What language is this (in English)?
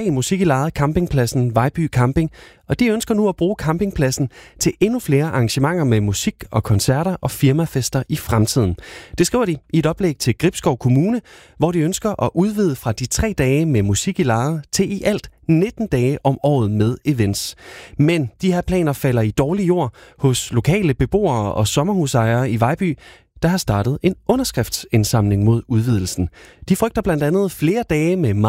Danish